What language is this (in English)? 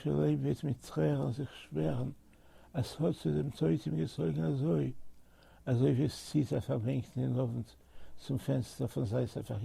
Yiddish